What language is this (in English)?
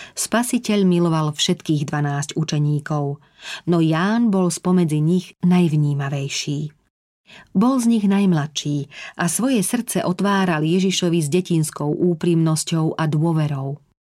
Slovak